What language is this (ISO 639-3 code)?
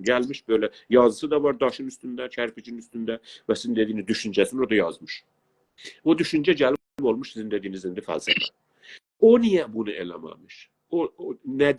azb